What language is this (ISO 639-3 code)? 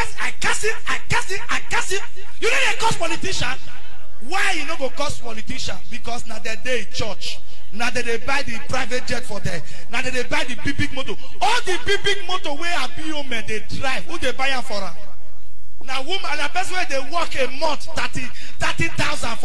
pcm